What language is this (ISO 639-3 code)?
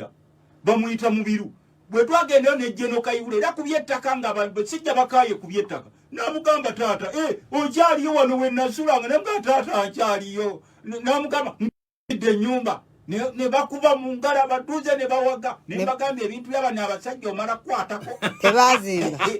lug